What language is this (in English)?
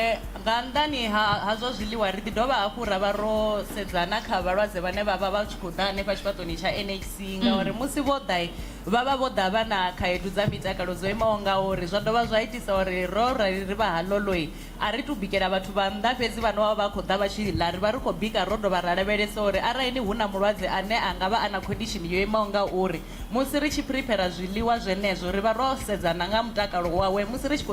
Venda